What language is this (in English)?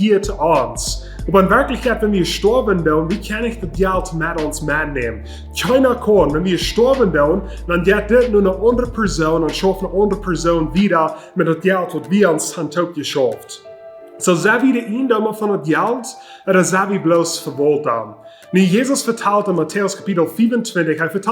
Plautdietsch